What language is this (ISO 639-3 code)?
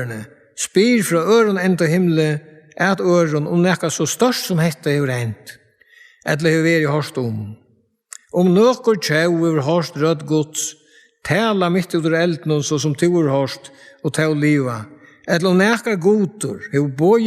fao